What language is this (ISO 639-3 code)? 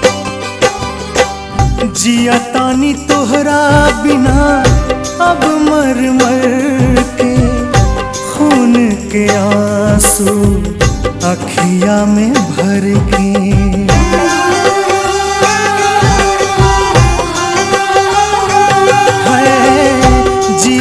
bho